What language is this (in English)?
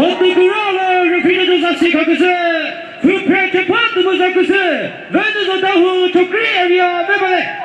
Chokri Naga